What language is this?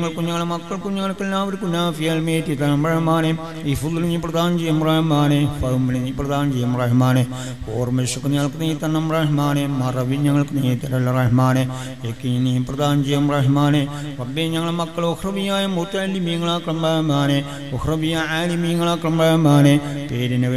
Malayalam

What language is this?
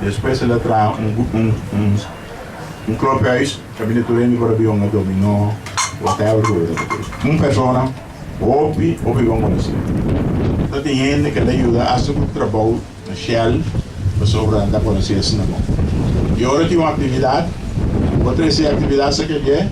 Papiamento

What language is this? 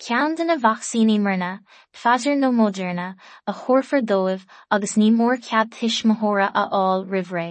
Irish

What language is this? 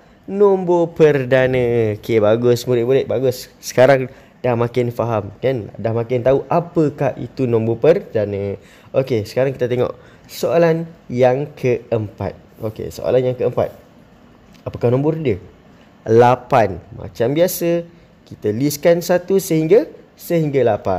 Malay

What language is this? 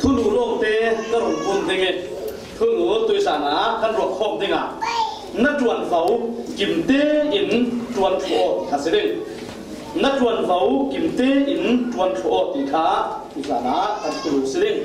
Falam Chin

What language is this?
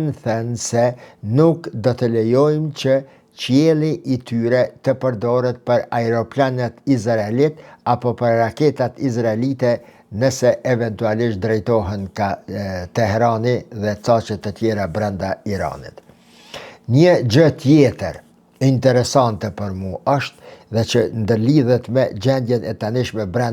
Albanian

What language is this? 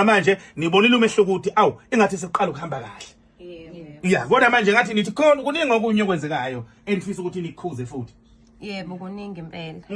Zulu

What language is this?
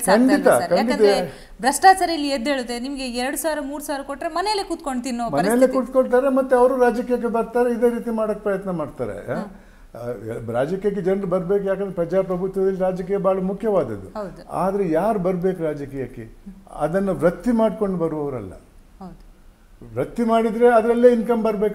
Kannada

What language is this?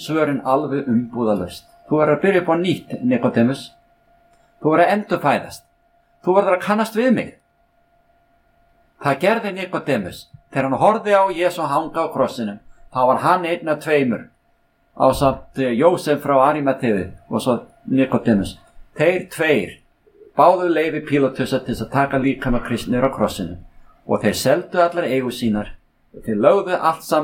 Icelandic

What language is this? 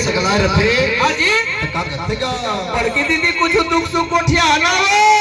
Chhattisgarhi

